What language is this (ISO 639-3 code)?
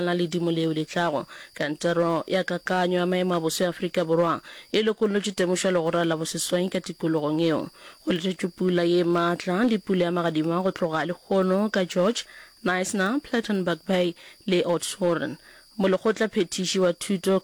nso